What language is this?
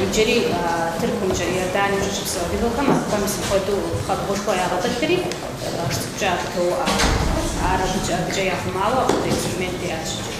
Kabardian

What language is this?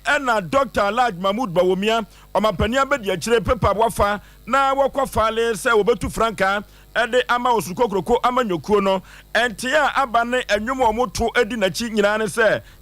Akan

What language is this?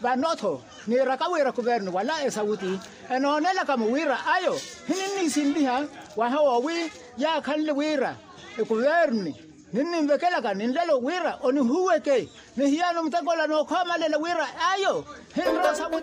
Makhuwa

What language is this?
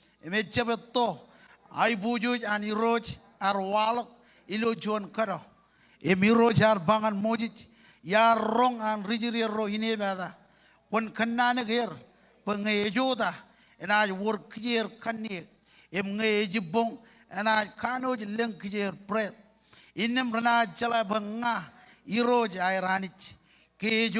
Marshallese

